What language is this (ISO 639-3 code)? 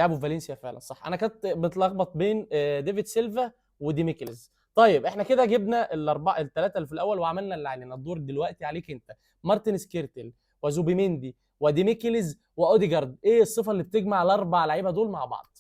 arz